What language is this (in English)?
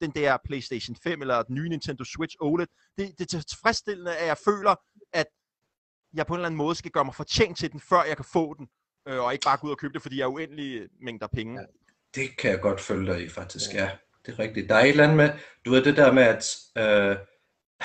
Danish